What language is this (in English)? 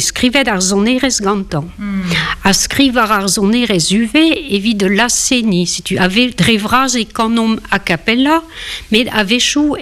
Breton